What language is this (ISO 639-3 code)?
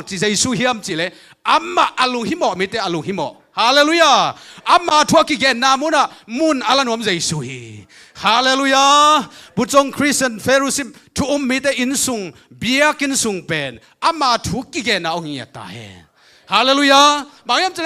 ctd